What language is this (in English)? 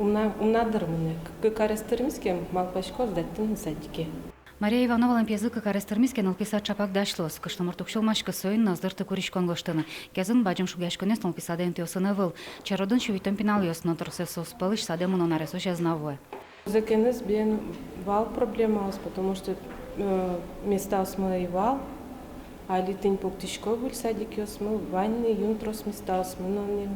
Udmurt